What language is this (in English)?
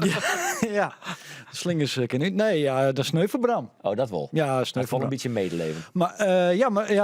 Western Frisian